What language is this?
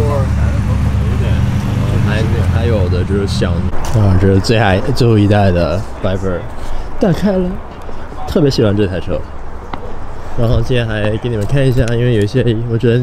Chinese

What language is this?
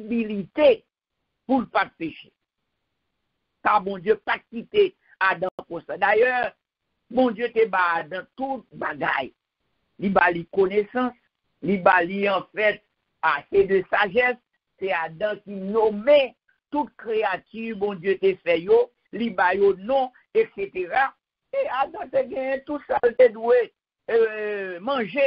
French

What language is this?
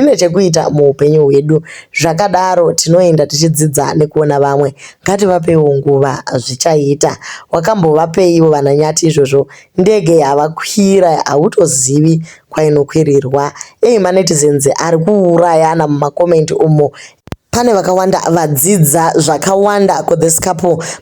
Shona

